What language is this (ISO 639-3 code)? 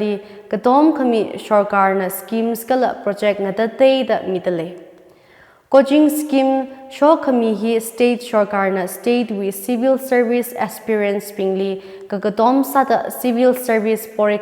nmf